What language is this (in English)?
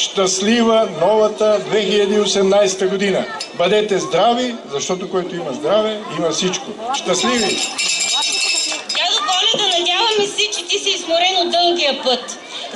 Bulgarian